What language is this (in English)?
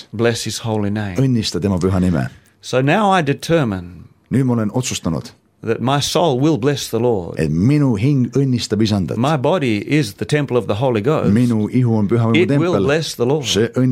Estonian